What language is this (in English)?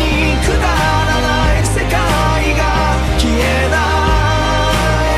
Japanese